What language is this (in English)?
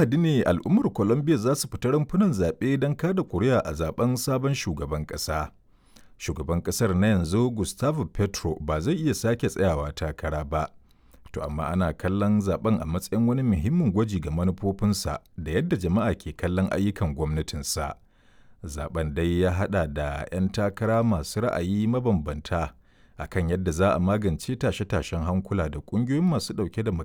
Hausa